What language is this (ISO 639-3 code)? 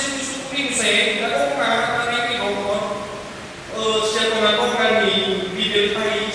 bbc